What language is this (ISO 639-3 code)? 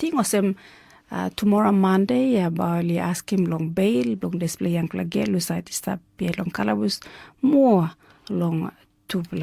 tpi